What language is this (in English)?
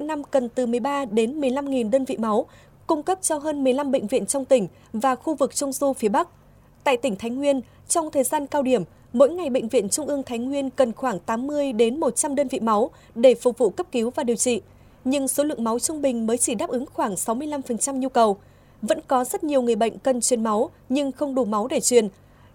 Vietnamese